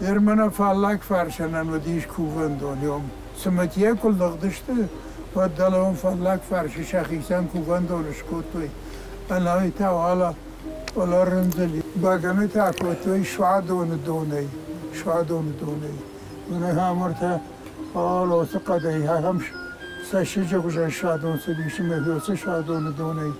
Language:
Ossetic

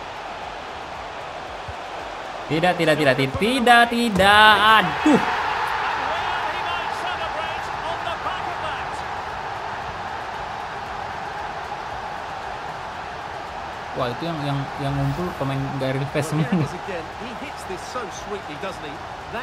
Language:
Indonesian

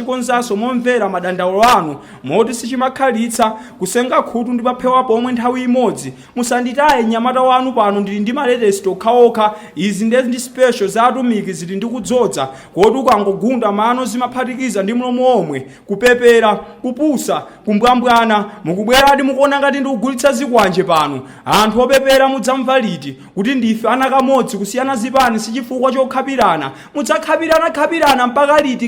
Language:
Nyanja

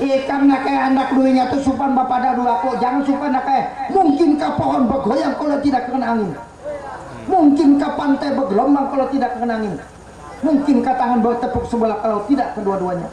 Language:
Banjar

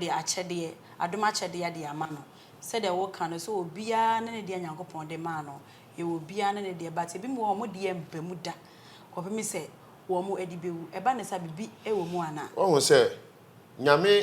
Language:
Akan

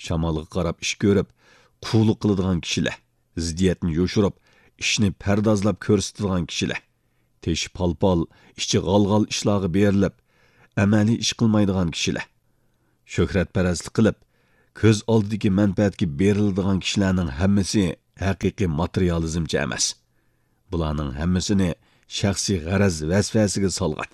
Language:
Uyghur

